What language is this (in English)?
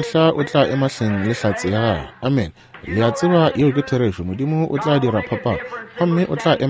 Northern Sotho